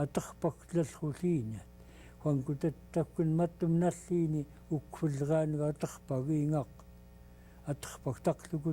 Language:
Central Yupik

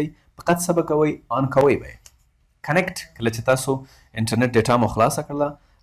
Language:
Pashto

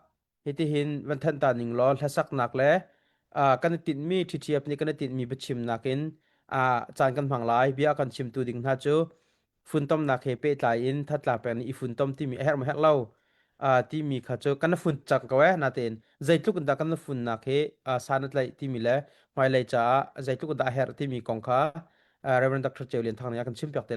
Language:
Hakha Chin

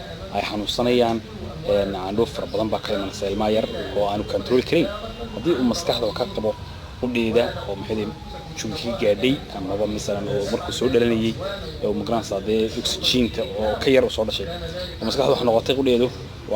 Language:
Somali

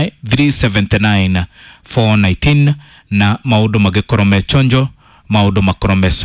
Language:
Kikuyu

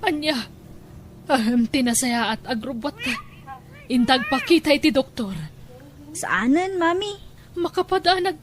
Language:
Iloko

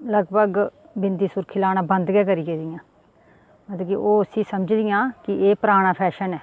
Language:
Dogri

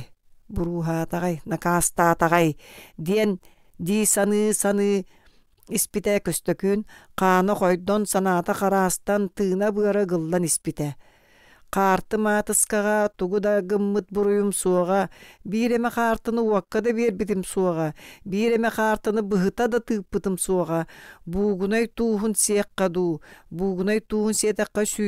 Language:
Yakut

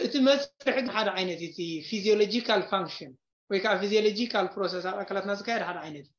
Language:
Tigrinya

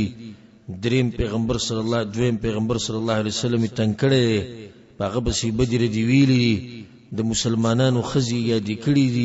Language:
Pashto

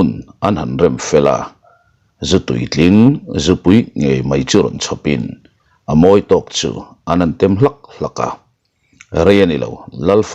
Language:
Mizo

